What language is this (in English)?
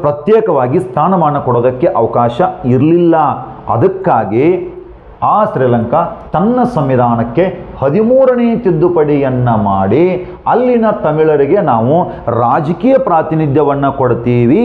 Kannada